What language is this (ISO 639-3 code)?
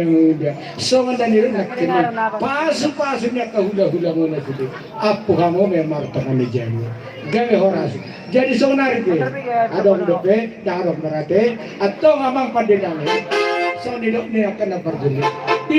bbc